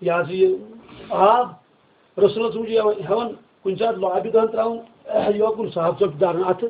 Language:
Kashmiri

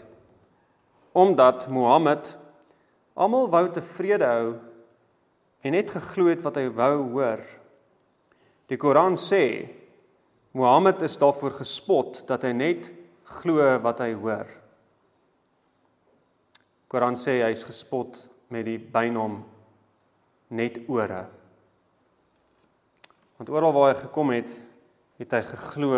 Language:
Afrikaans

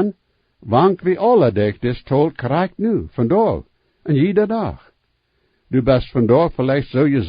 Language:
Plautdietsch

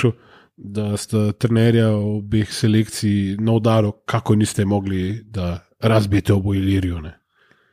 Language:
Slovenian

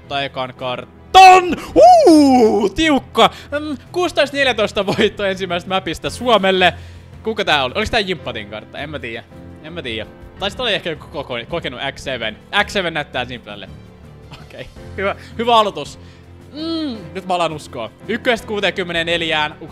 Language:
Finnish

